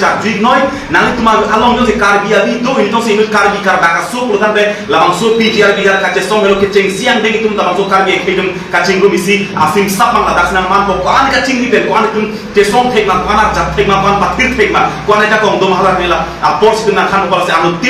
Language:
Karbi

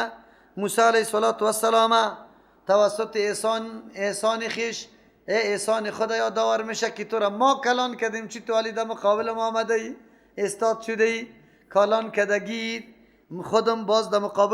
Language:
Persian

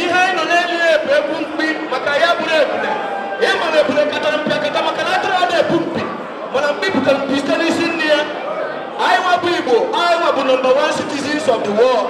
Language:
Igbo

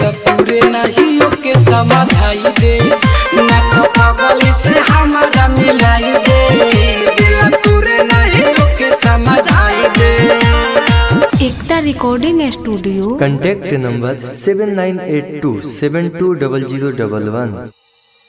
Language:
Bhojpuri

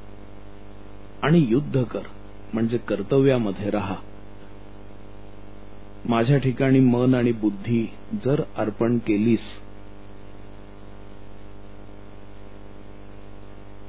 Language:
Marathi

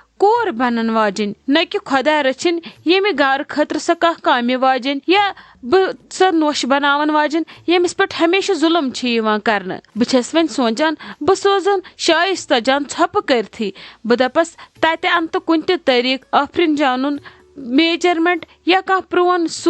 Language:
Kashmiri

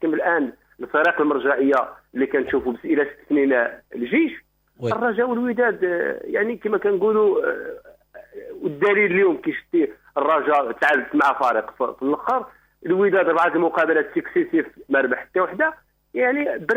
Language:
Moroccan Arabic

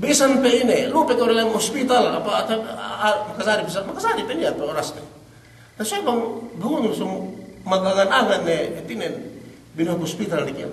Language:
Yakan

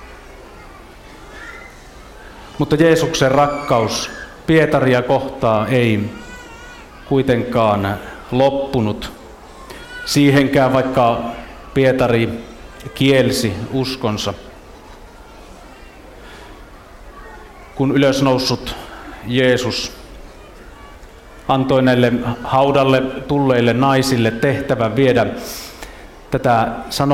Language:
Finnish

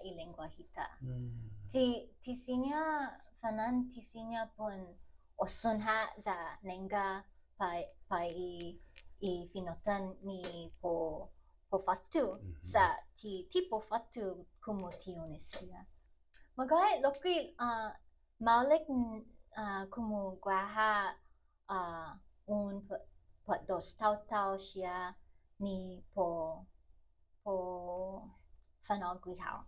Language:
Chamorro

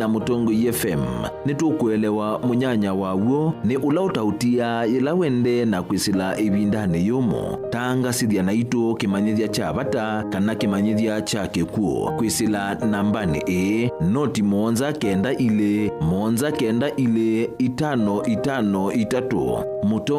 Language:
Kamba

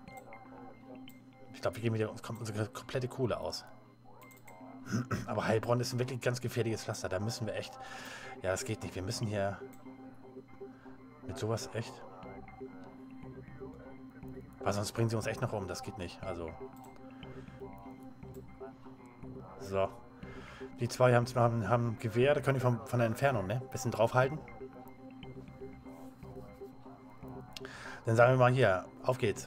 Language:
German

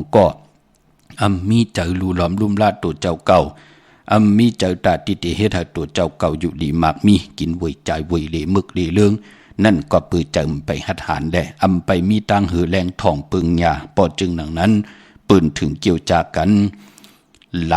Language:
Shan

